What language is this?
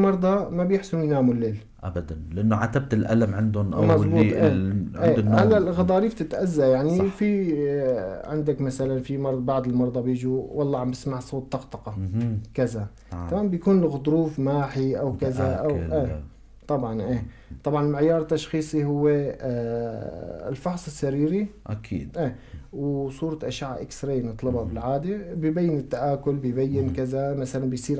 North Levantine Arabic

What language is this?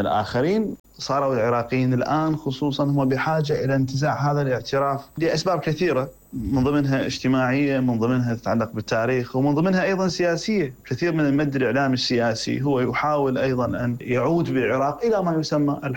Mesopotamian Arabic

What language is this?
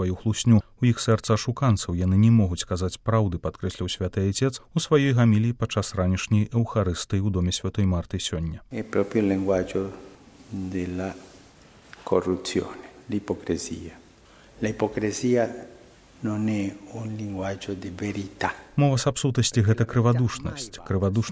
Belarusian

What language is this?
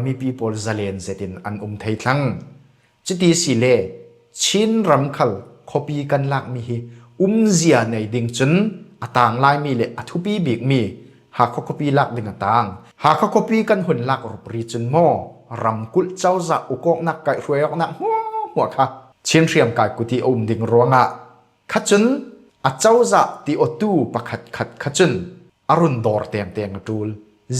Falam Chin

